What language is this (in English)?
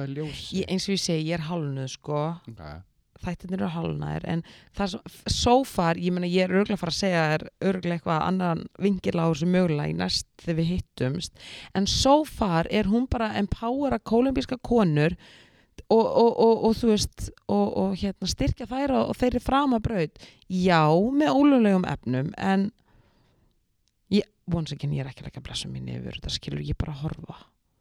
Icelandic